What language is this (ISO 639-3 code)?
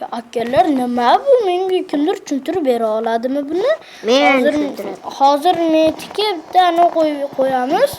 uzb